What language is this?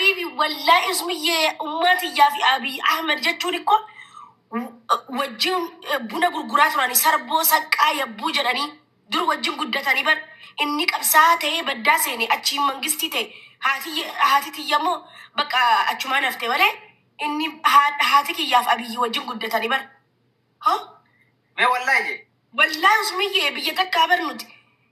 Oromo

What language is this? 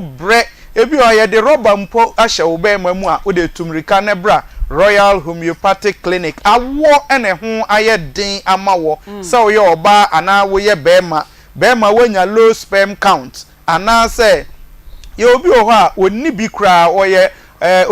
Akan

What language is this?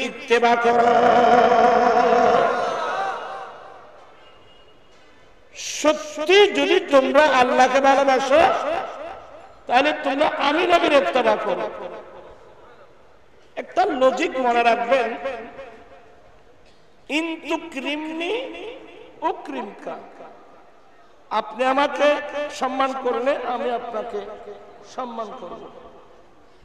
Bangla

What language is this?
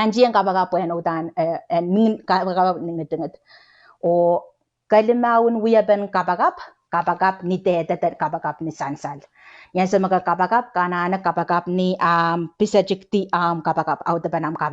Pohnpeian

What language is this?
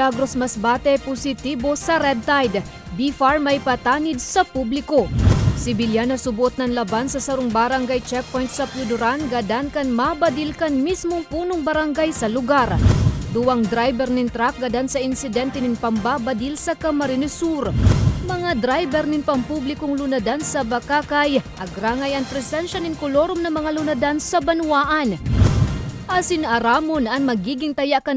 Bikol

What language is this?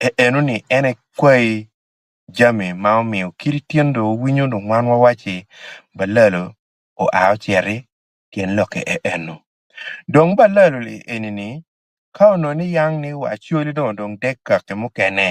Acoli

